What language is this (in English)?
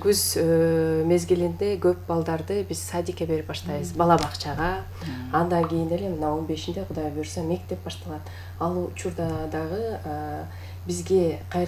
Kyrgyz